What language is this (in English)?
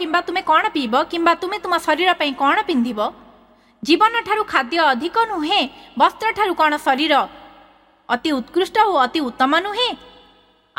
Odia